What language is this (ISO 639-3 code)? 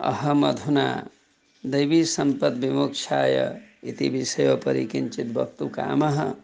san